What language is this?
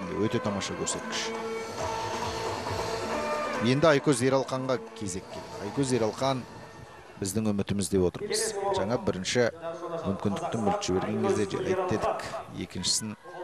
Kazakh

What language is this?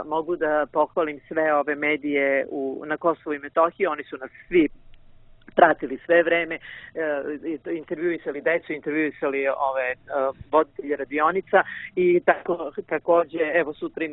Serbian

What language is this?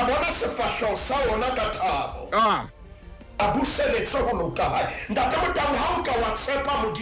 Southern Sotho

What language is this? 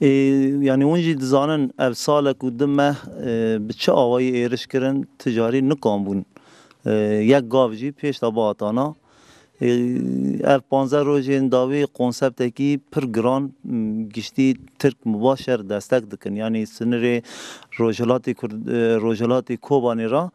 Zaza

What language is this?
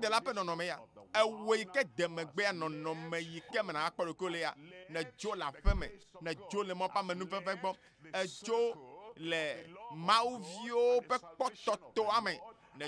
Ewe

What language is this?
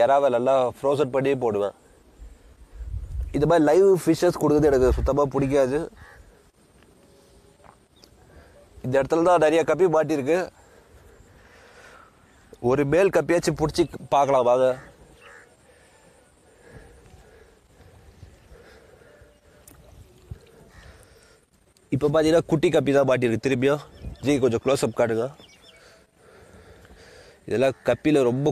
Tamil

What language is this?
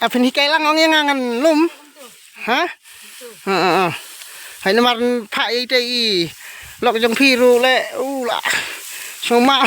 Khasi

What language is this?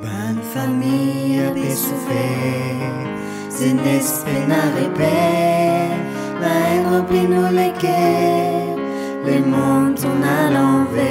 Morisyen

